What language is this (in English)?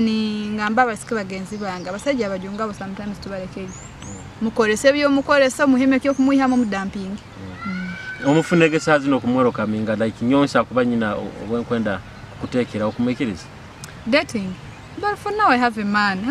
Nyoro